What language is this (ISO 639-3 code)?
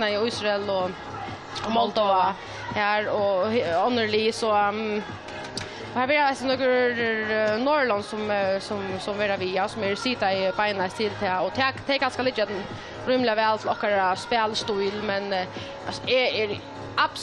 fao